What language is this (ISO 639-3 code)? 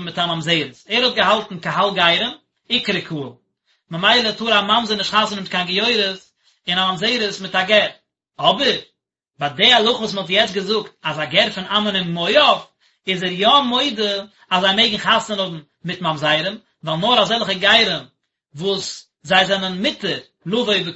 yid